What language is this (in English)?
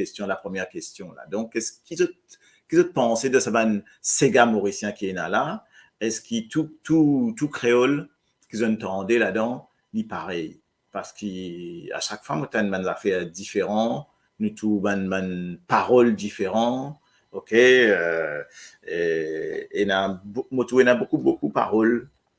Morisyen